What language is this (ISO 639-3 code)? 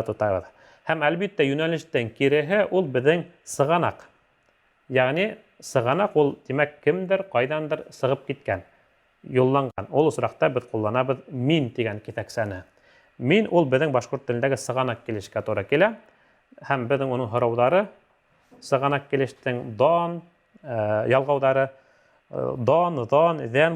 bak